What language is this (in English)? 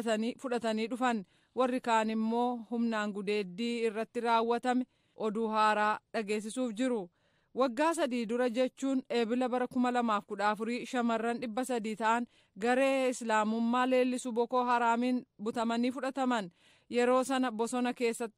Oromo